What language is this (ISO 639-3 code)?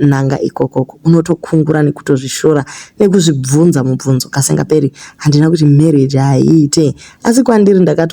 sna